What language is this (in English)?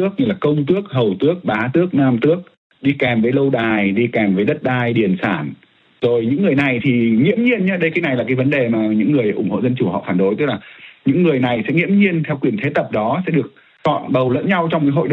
Vietnamese